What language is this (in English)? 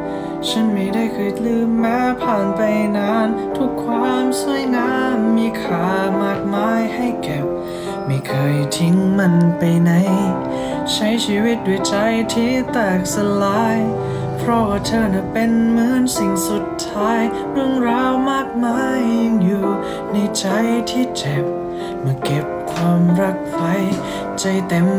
Thai